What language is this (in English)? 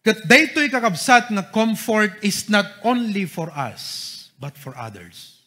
Iloko